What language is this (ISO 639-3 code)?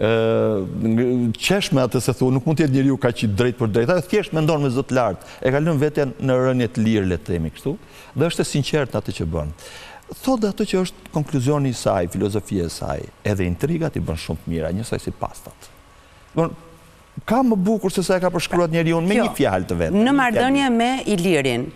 sqi